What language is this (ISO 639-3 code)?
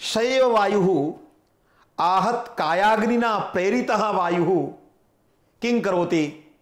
san